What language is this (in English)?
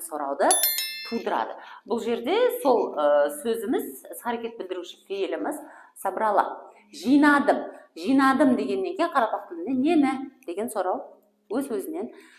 Kara-Kalpak